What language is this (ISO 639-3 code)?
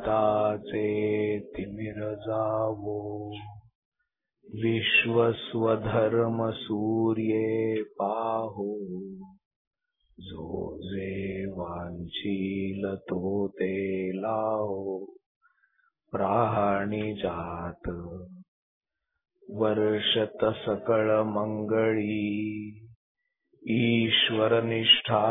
mar